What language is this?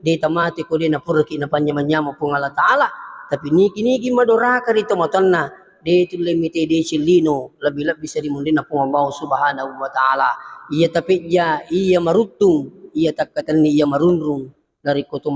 Buginese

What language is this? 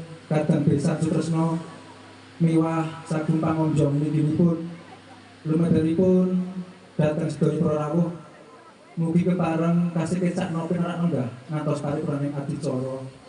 Javanese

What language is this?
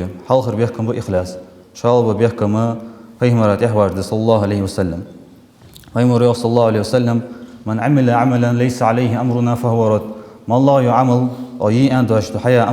Ingush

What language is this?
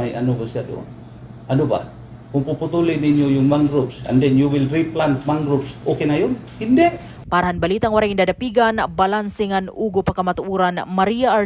Waray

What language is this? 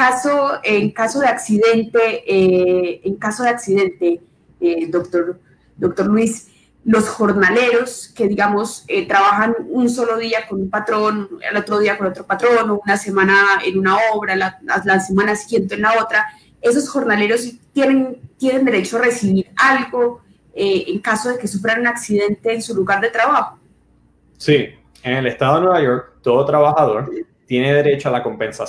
Spanish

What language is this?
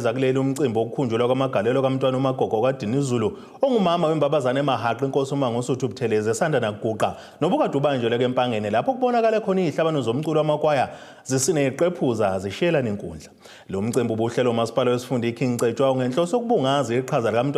Zulu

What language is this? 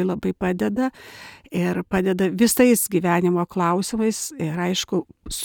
Lithuanian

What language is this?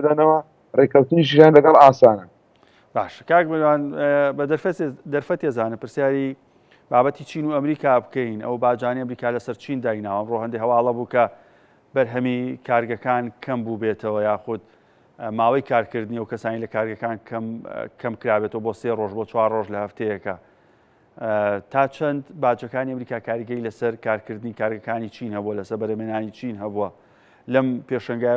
Central Kurdish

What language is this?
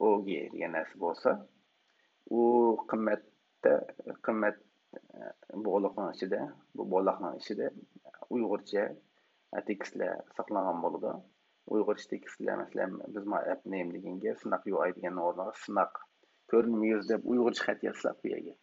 Uyghur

